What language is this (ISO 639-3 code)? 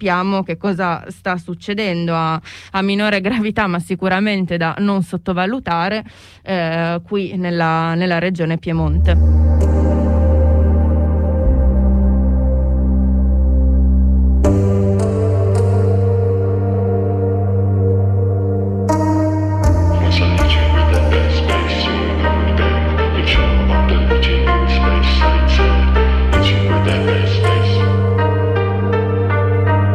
ita